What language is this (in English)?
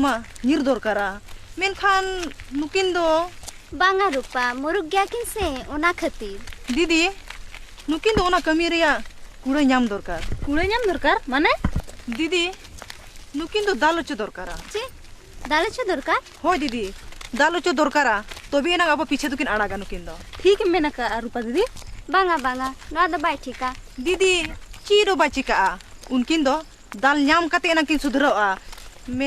Santali